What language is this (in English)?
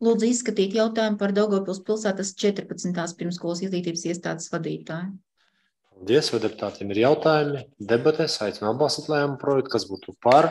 Latvian